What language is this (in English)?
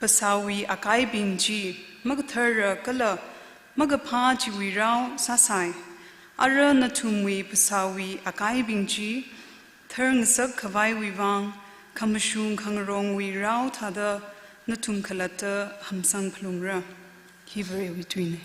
Tangkhul Naga (India)